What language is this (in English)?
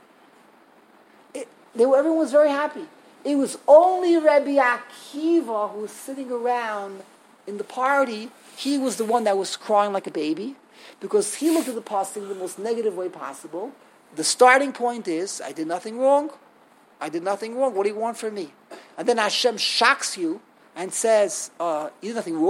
English